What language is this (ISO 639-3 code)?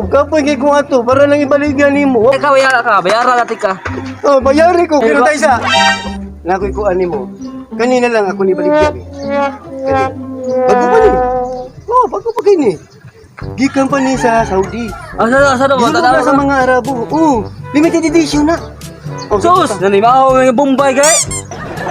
ceb